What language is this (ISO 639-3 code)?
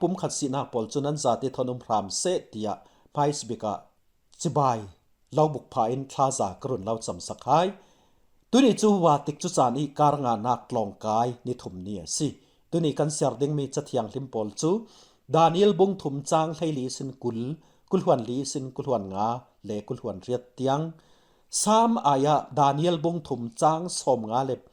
cfm